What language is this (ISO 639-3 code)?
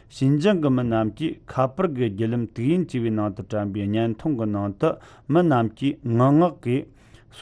bod